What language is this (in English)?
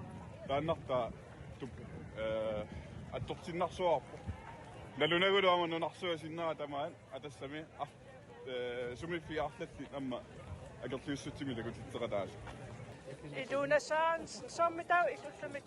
Kalaallisut